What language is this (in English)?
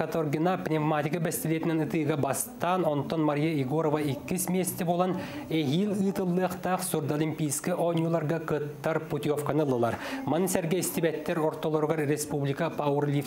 Yakut